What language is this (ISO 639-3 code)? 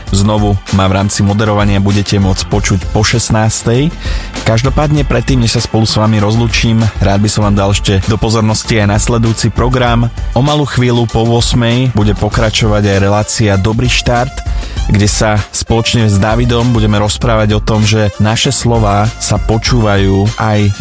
slk